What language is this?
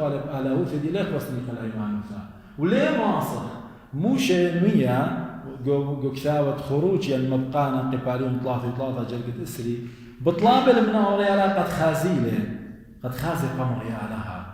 Assyrian Neo-Aramaic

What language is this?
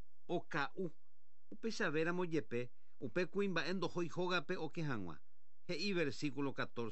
Guarani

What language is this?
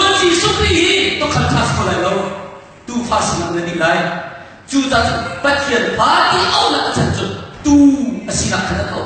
Hakha Chin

